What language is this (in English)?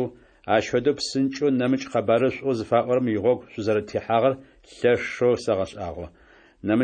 Adyghe